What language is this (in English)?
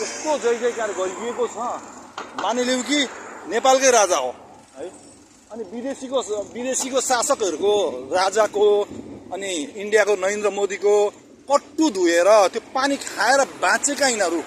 Nepali